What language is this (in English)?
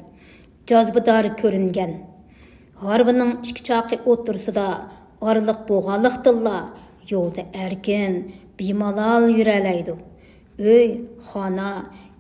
Uyghur